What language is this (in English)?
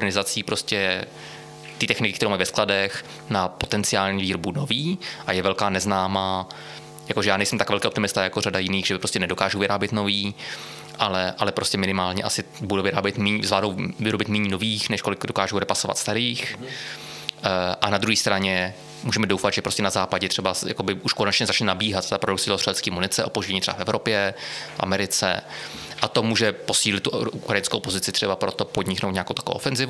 Czech